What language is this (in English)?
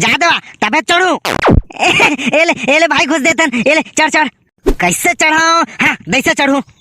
Chhattisgarhi